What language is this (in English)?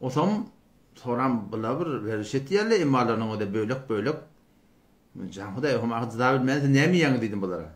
Turkmen